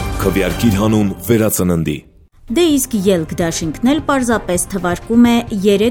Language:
Armenian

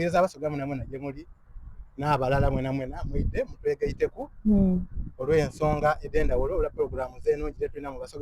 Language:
Soga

